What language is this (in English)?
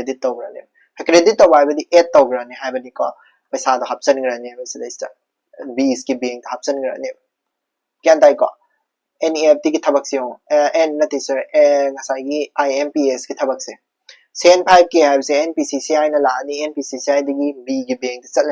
Manipuri